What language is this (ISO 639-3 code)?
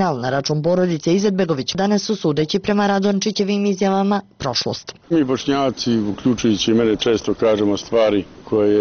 bos